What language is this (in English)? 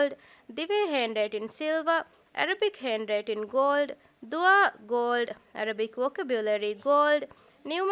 Divehi